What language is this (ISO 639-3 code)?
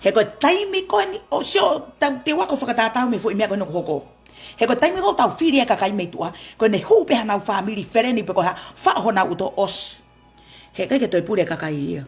ton